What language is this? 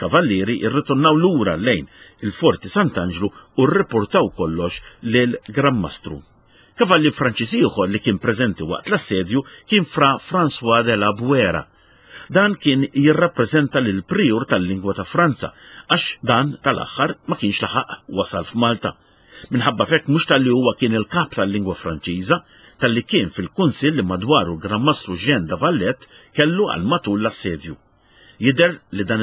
Maltese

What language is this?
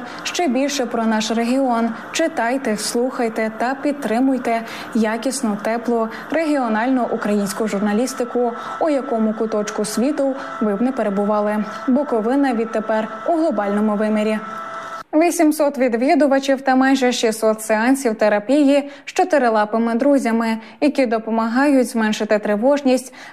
Ukrainian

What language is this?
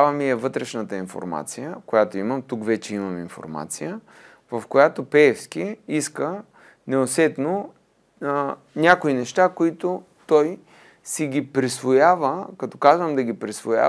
Bulgarian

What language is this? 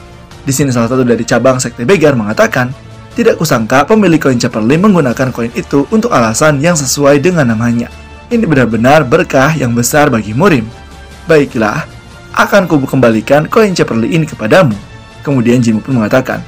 Indonesian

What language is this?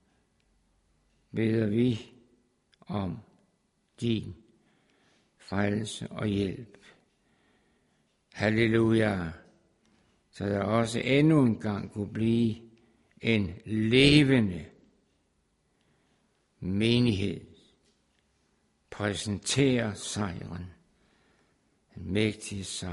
Danish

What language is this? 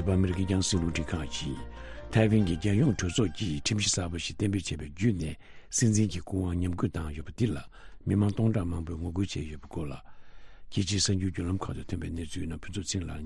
Tibetan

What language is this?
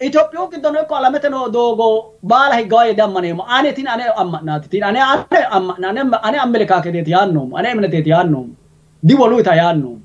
Sidamo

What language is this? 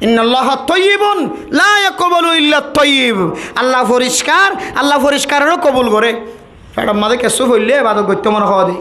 Rohingya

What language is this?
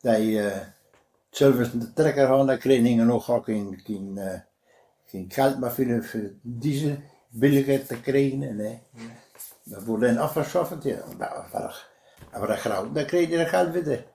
Westphalien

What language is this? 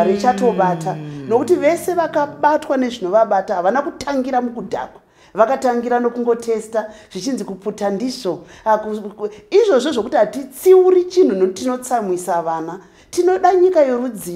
Shona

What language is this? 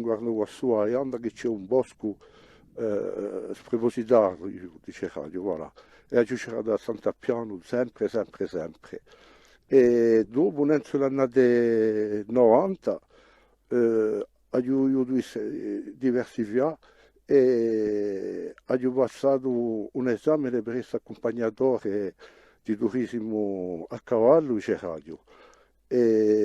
Corsican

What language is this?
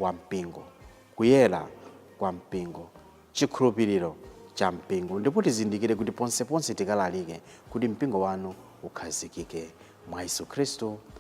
Nyanja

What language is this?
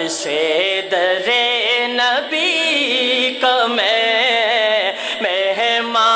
Urdu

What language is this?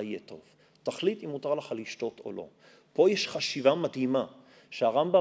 Hebrew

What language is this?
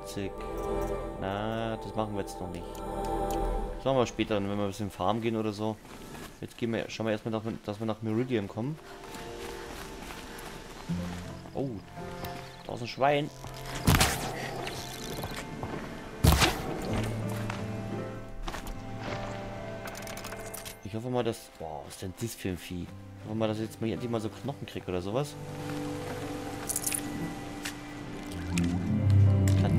German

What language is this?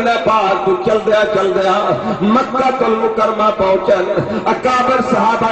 Saraiki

